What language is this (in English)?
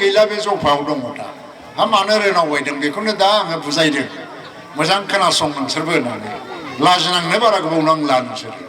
Bodo